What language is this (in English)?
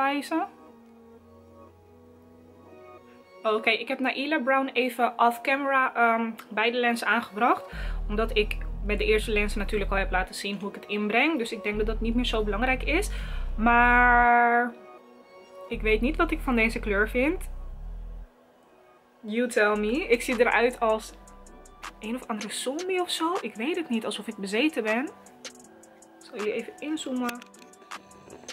Dutch